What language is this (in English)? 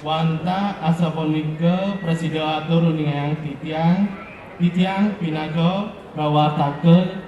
Balinese